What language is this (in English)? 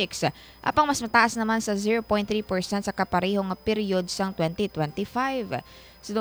Hiligaynon